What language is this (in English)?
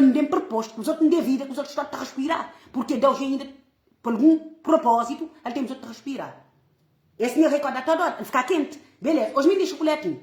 Kabuverdianu